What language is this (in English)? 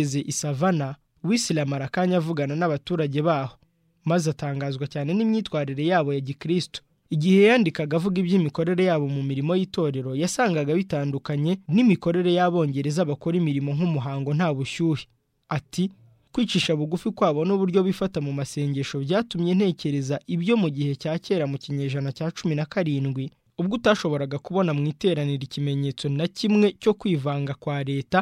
Kinyarwanda